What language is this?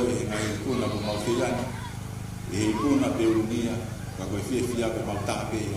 Tongan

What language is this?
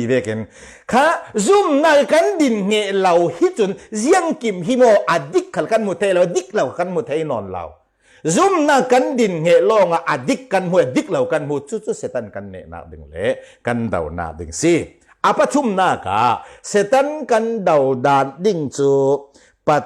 Falam Chin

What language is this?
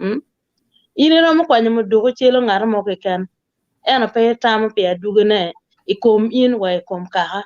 Acoli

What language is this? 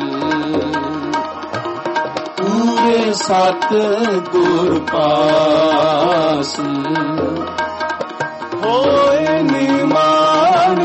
Punjabi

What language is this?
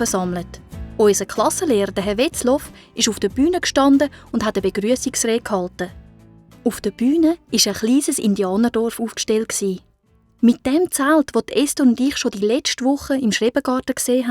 Swiss German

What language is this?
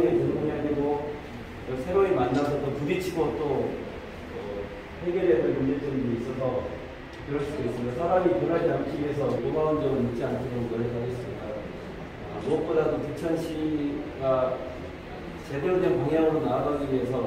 Korean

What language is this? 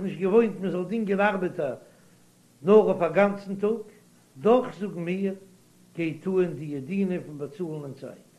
Yiddish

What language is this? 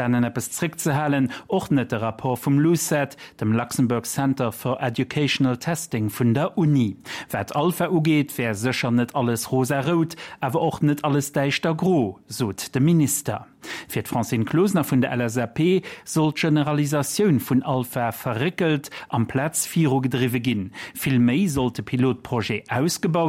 Luxembourgish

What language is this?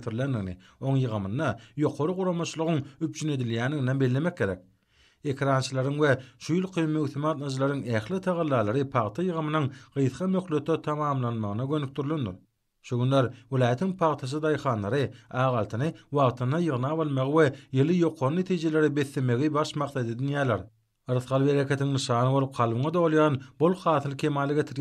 Turkmen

